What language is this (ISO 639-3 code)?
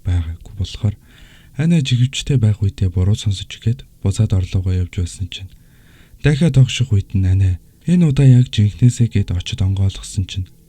mon